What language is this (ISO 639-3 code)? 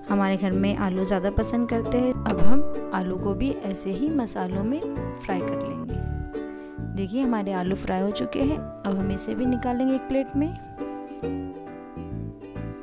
hin